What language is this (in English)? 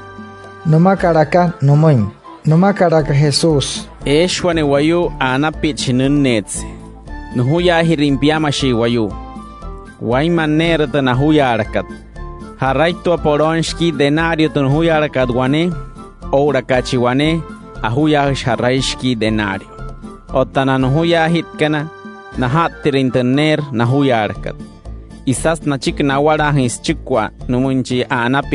Wayuu